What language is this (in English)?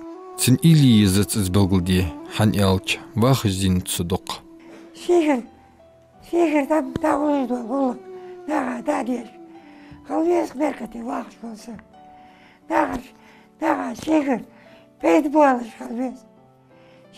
Ingush